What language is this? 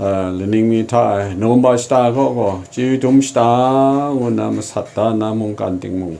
Kachin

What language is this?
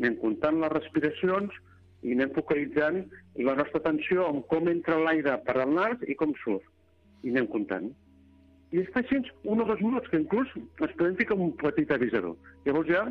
Catalan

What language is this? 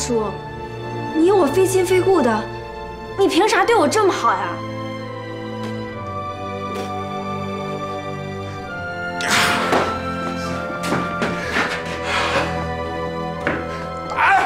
Chinese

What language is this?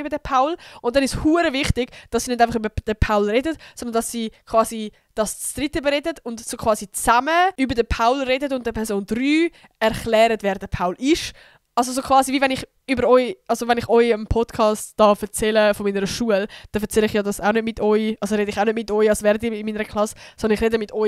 Swiss German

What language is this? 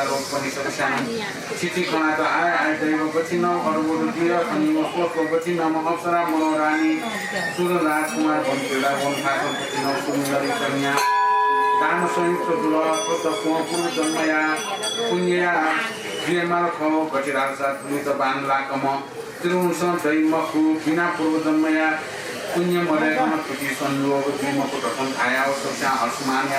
Newari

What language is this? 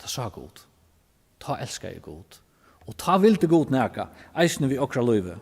Faroese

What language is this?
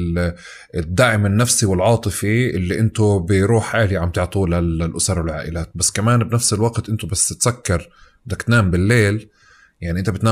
North Levantine Arabic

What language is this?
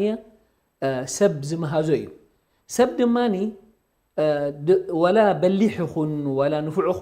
Tigrinya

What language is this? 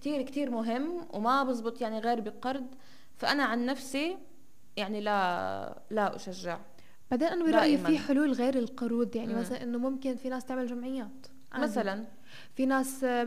North Levantine Arabic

